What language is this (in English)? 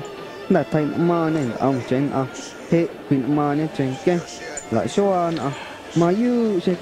Guerrero Amuzgo